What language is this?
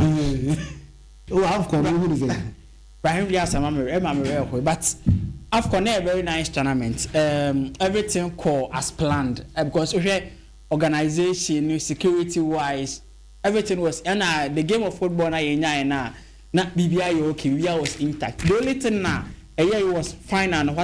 Akan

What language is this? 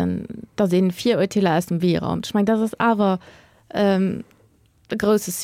Luxembourgish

